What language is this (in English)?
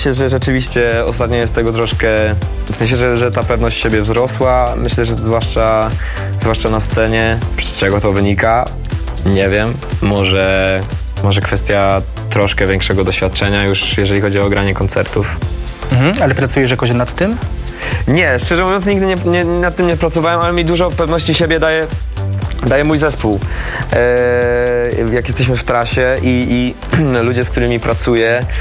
Polish